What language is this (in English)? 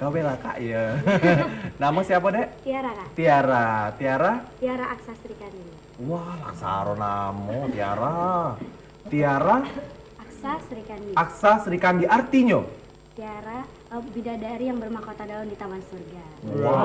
Musi